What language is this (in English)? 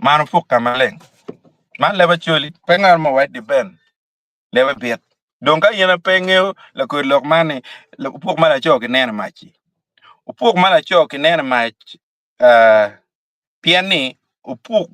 Acoli